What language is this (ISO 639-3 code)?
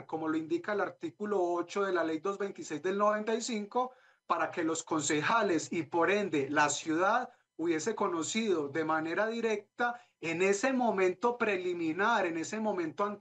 spa